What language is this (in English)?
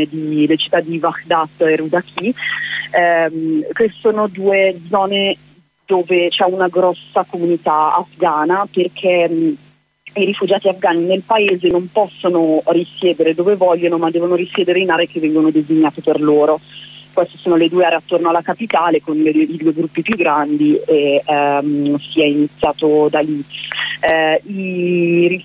Italian